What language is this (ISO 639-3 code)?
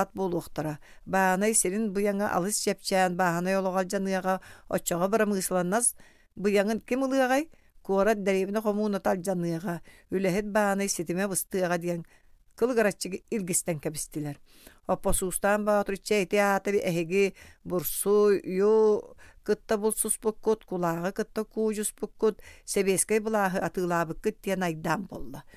sah